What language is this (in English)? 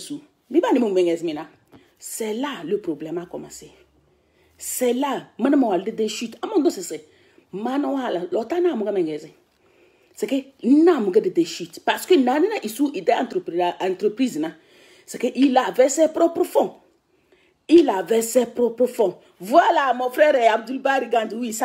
French